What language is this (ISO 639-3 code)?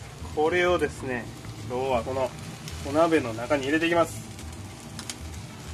jpn